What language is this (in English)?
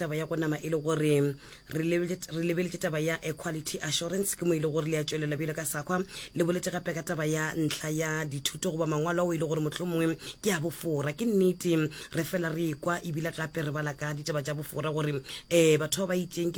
Northern Sotho